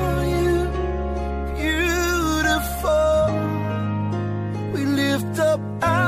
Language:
Estonian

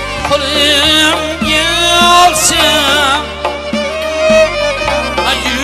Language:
Turkish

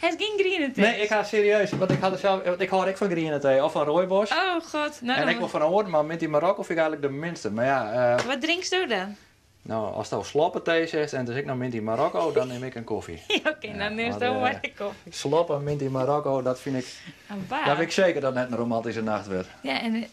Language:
Western Frisian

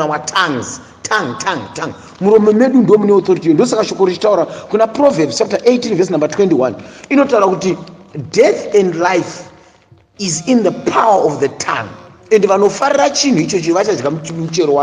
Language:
Shona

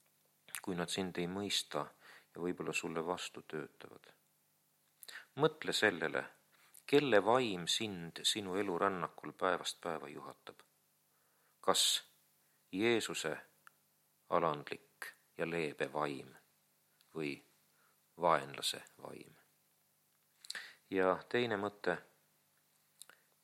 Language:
Estonian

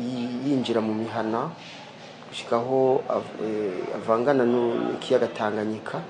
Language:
Rundi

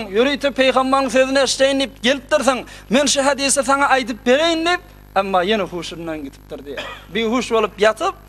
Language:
Turkmen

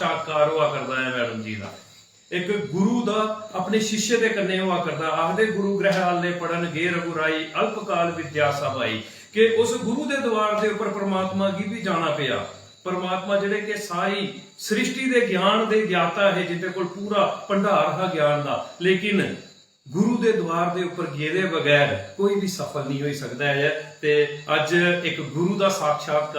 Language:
Dogri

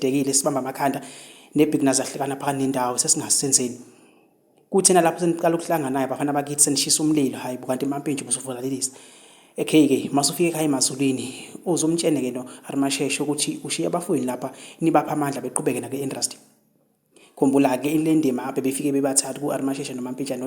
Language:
Zulu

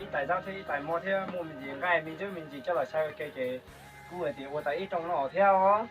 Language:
Hmong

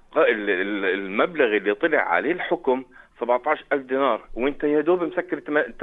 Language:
North Levantine Arabic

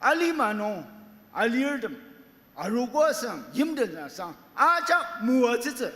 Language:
Ao Naga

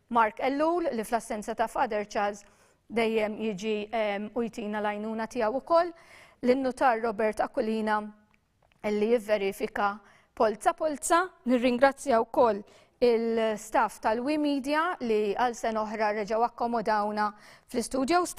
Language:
Maltese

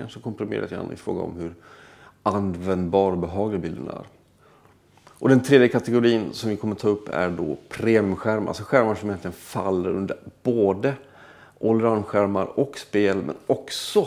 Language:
Swedish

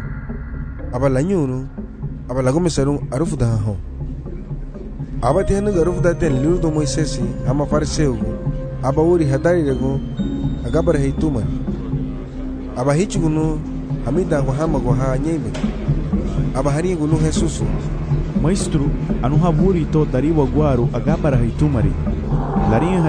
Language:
Garifuna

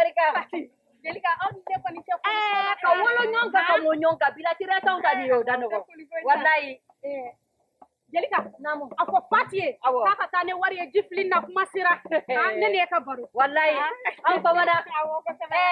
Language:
Bambara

